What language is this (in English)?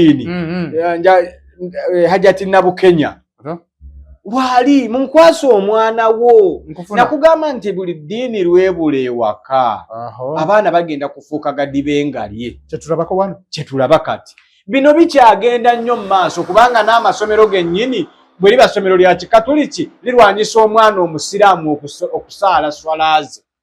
Ganda